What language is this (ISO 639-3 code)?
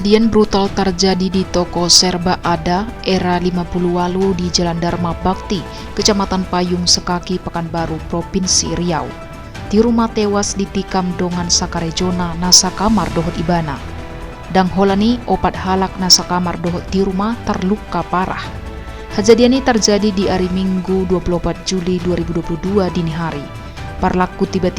bbc